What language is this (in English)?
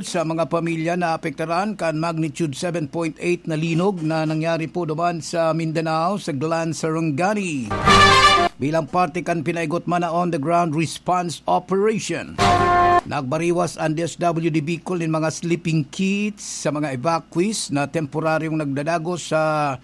Bikol